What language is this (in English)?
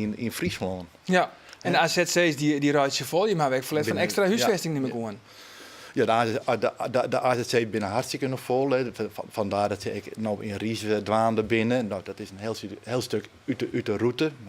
Western Frisian